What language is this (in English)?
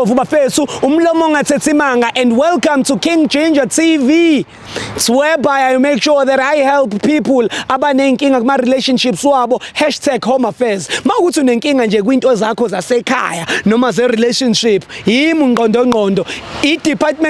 Zulu